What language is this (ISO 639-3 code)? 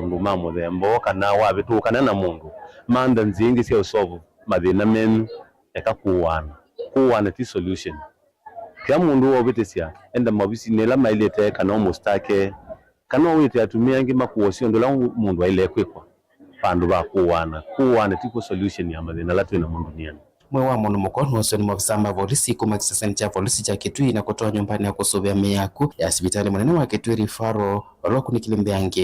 kam